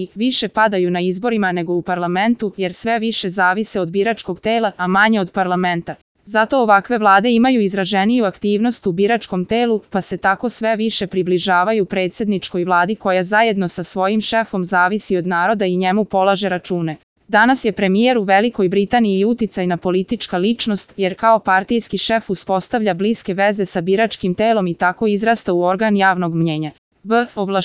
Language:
Serbian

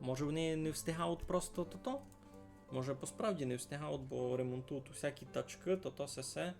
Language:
Rusyn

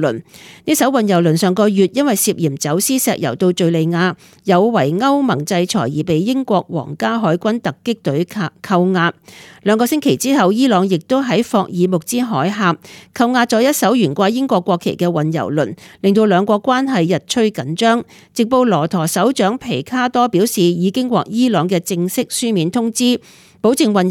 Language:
Cantonese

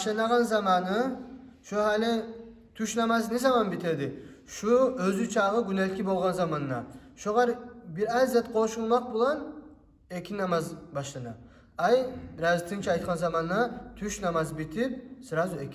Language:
Kumyk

